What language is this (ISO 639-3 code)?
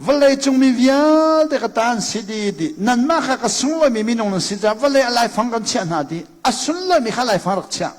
cnh